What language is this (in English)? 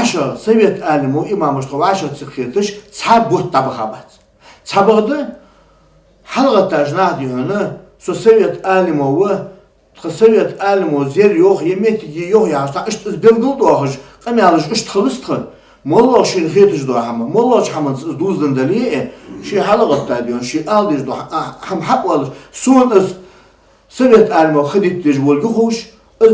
Ingush